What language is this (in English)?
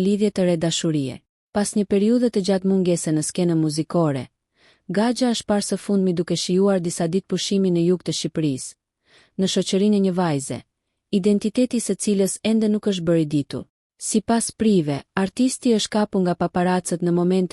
Albanian